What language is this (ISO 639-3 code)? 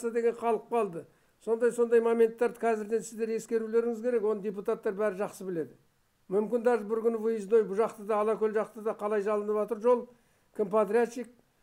kaz